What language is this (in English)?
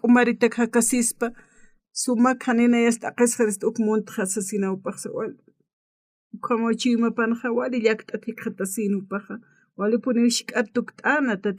Aymara